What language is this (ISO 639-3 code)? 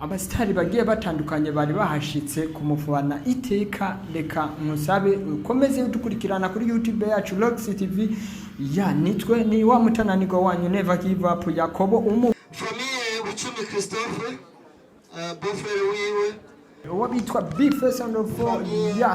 run